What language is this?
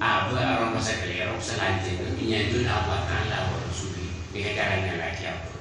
Madurese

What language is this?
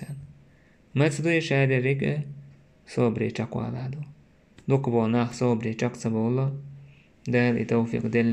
Chechen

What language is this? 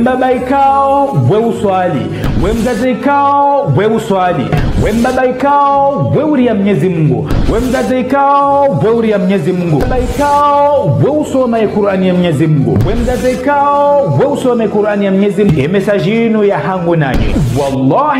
Ngazidja Comorian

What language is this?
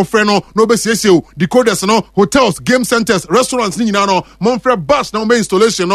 Akan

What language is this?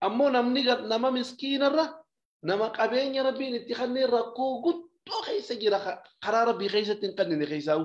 Oromo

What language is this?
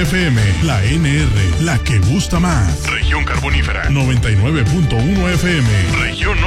Spanish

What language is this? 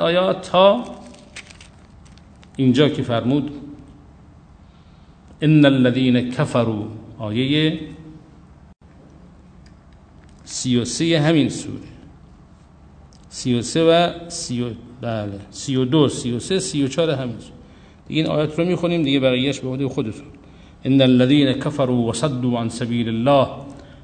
Persian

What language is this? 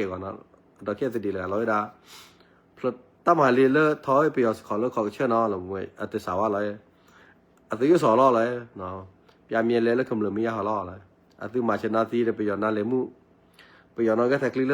S'gaw Karen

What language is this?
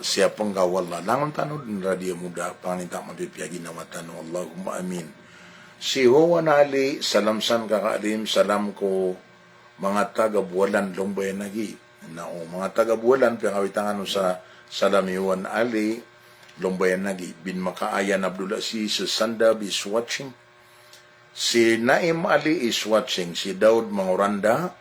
Maranao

